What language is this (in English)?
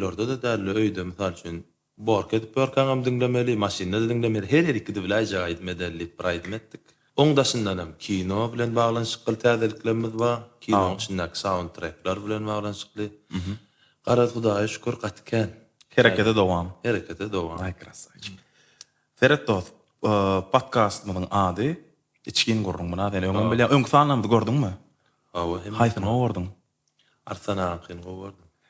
Turkmen